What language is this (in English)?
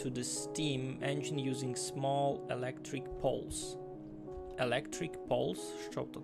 Rusyn